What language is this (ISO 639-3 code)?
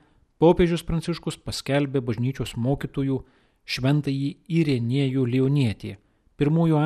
lit